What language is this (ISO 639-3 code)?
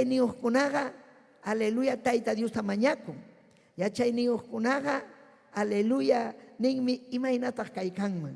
quy